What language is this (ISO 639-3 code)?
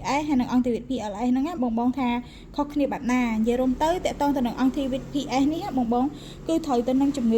khm